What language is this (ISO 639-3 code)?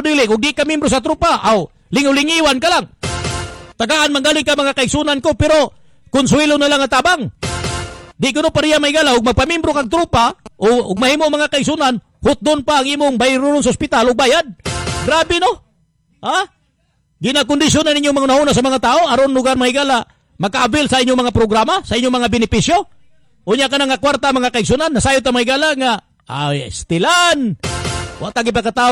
ceb